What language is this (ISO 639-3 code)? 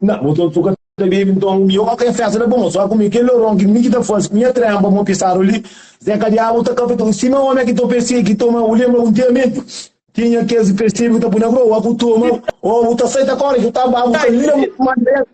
kea